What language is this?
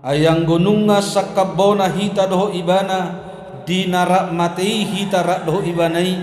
Batak Toba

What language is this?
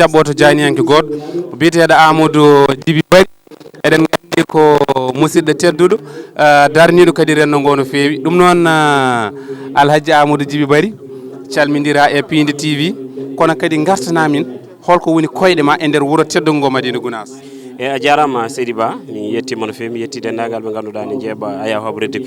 Fula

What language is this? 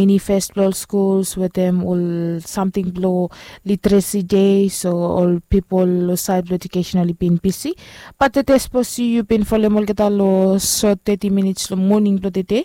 Bislama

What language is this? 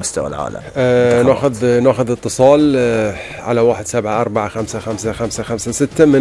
Gulf Arabic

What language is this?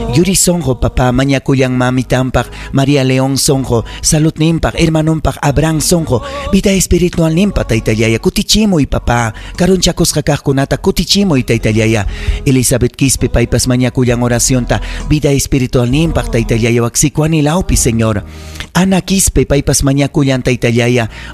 Ayacucho Quechua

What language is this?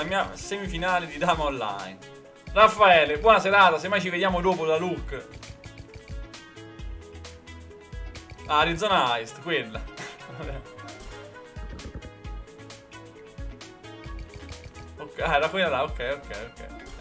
Italian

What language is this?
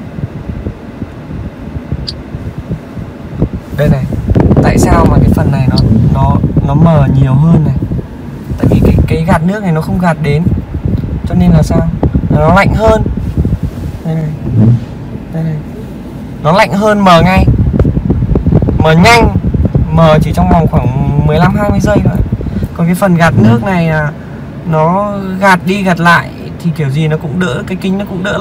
Vietnamese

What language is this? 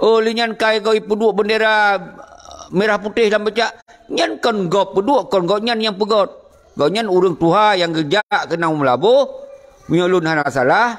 Achinese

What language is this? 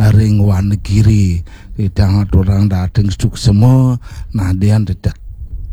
Balinese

